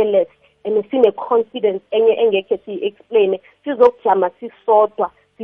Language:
South Ndebele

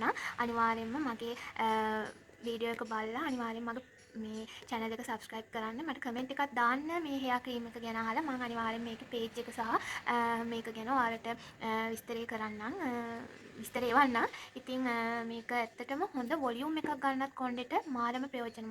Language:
Sinhala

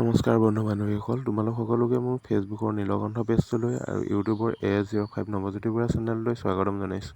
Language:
Assamese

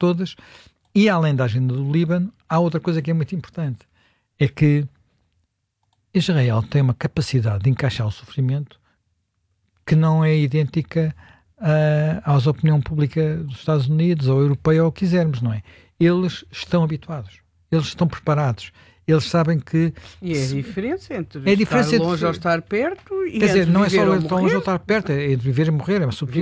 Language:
Portuguese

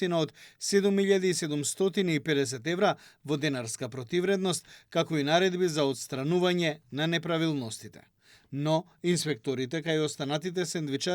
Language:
Macedonian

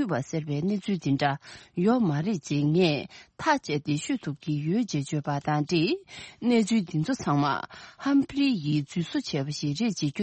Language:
Tibetan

